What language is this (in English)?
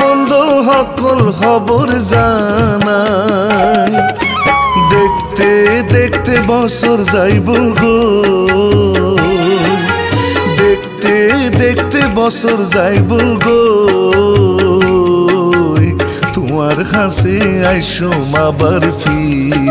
Chittagonian